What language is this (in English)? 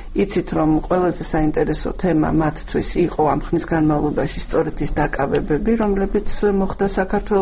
Georgian